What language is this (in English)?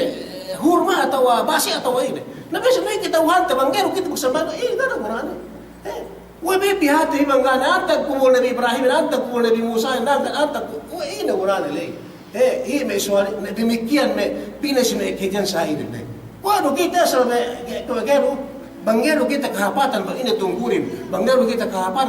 Yakan